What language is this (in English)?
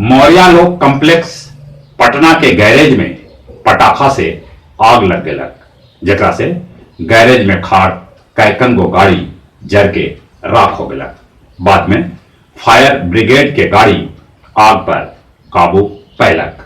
Magahi